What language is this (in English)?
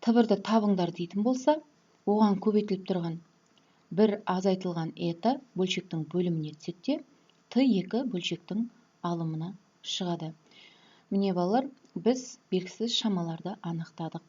Kazakh